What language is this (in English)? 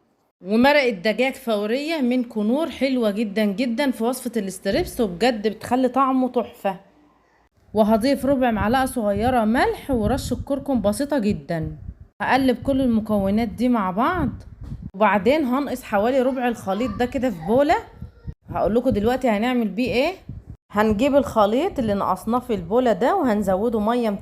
Egyptian Arabic